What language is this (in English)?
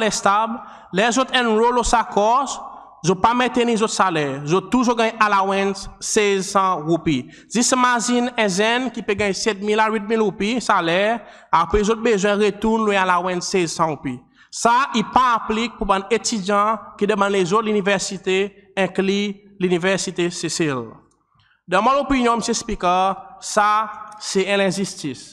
Seselwa Creole French